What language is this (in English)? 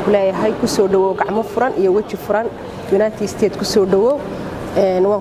Somali